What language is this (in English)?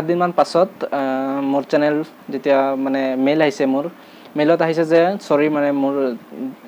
Assamese